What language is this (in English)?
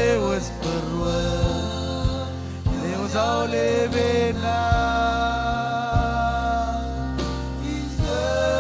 Marshallese